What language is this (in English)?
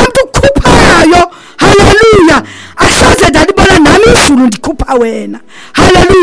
Xhosa